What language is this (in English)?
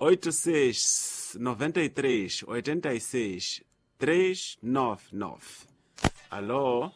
Tsonga